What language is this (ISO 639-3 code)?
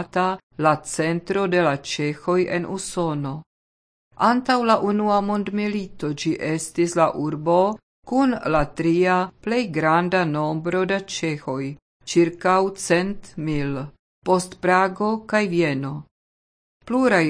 epo